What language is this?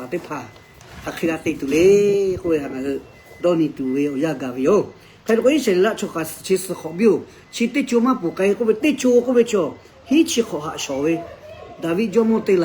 Lahu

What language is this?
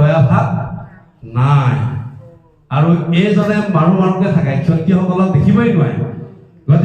Assamese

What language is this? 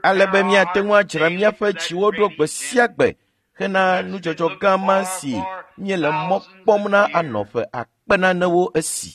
Ewe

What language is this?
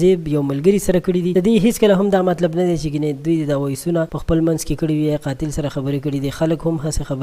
Pashto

